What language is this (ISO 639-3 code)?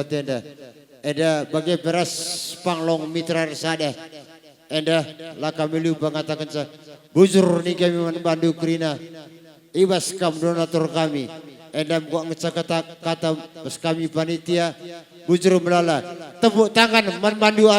btx